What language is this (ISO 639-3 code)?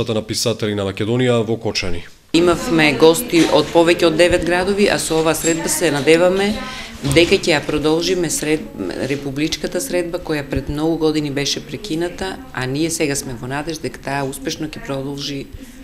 mkd